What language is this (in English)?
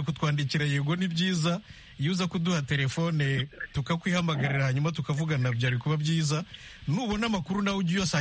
Kinyarwanda